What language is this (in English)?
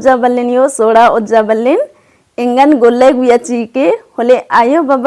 Kurukh